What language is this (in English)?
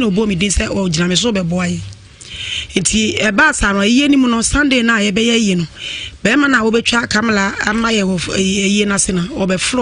Akan